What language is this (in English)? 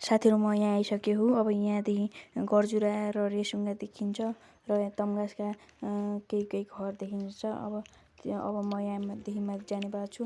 Nepali